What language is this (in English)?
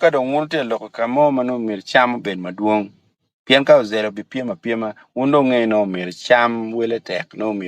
Acoli